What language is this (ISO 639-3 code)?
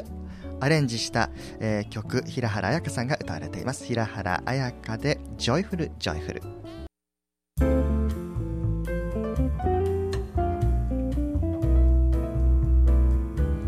jpn